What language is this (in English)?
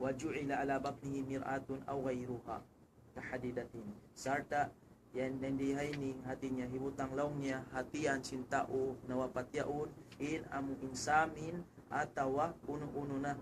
Tausug